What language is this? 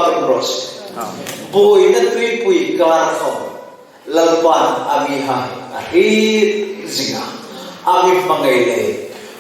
Hmar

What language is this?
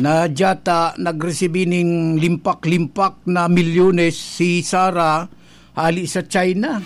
Bikol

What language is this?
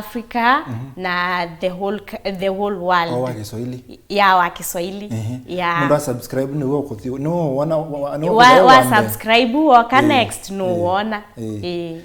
Kamba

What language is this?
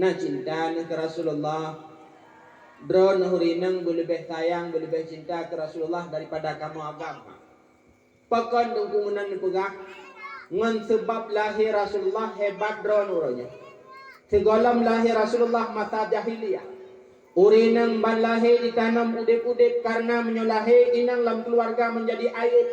Achinese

